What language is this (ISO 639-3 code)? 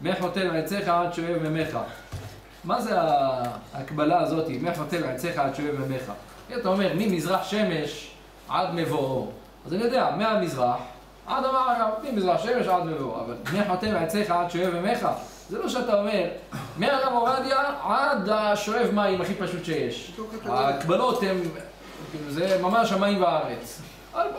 heb